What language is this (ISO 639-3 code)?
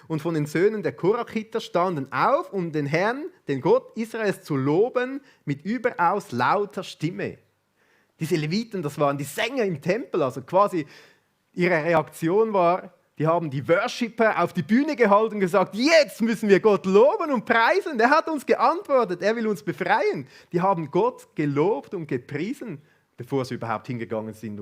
gsw